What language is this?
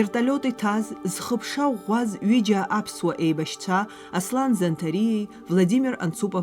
Abkhazian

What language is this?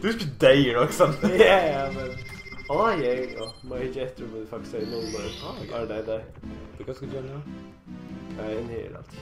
Faroese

